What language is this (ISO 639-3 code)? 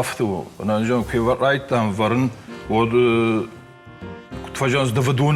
oss